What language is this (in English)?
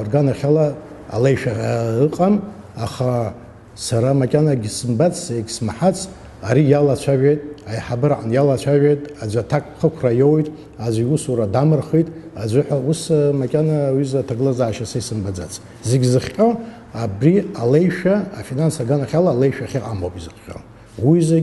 Abkhazian